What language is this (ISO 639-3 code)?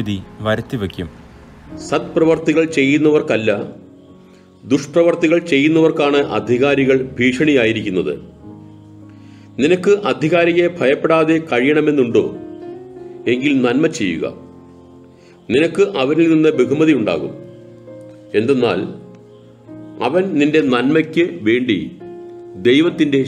mal